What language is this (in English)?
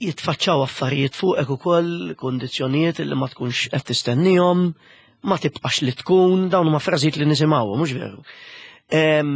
Maltese